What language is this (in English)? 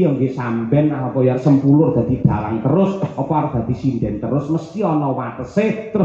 Javanese